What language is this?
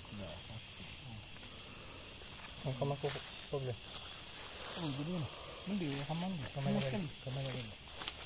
Malay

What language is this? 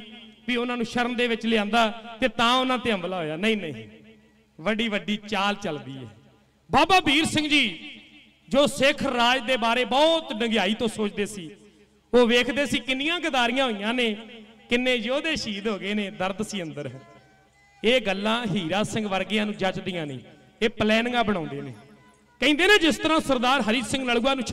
Punjabi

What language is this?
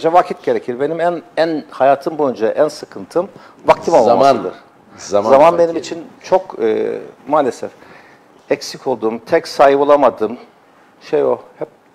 Turkish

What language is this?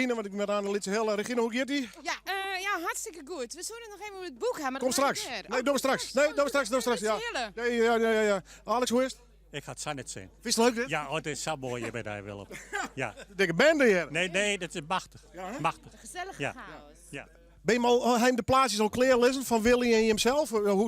Western Frisian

